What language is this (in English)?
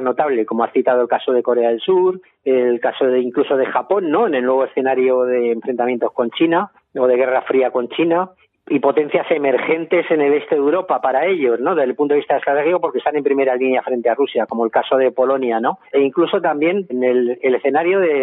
Spanish